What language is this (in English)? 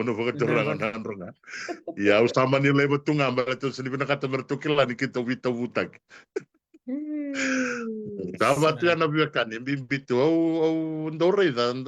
Fijian